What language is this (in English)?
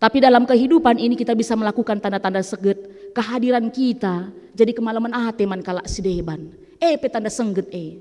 Batak Karo